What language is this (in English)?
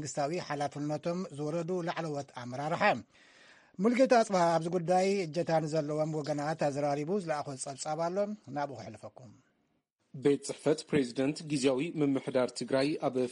Tigrinya